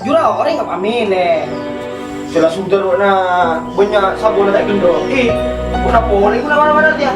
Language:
Madurese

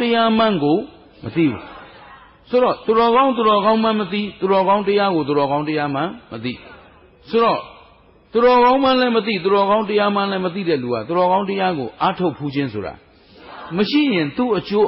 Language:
Burmese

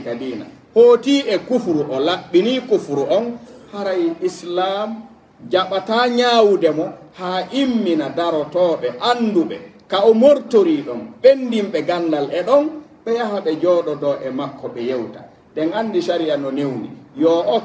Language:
Pular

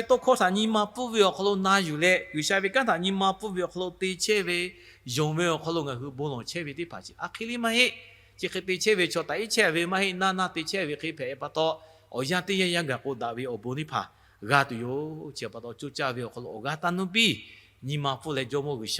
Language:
Lahu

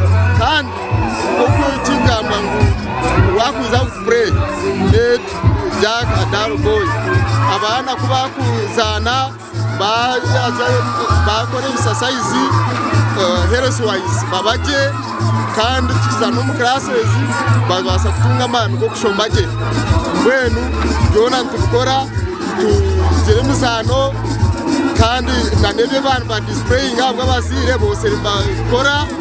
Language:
Nyankole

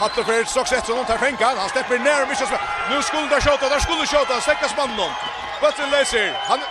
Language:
Faroese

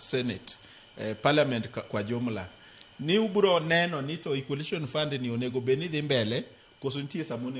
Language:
Luo (Kenya and Tanzania)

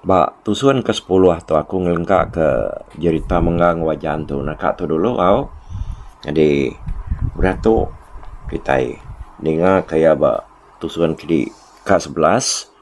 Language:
Iban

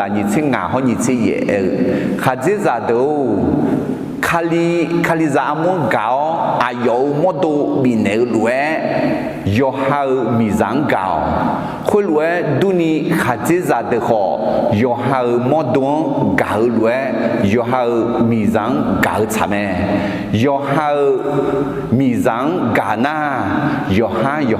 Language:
Akha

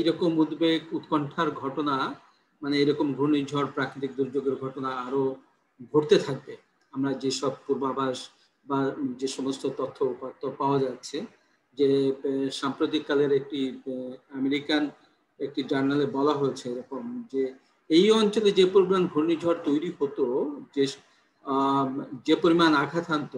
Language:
Bangla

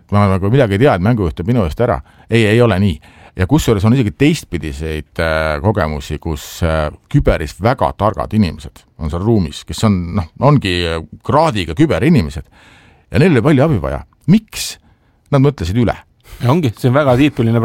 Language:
Estonian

